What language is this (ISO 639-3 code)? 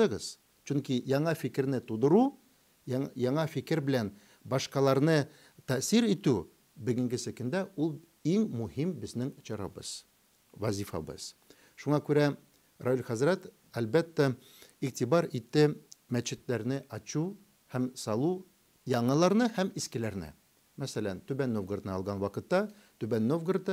tat